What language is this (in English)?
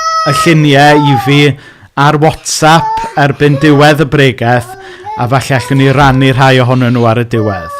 Welsh